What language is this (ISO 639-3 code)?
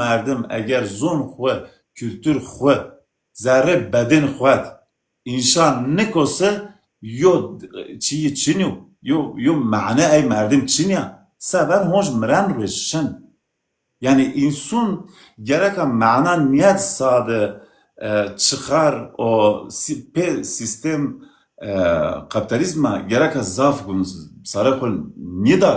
zza